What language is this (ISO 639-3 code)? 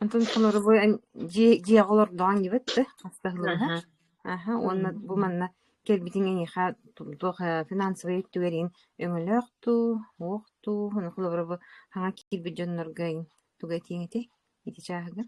sah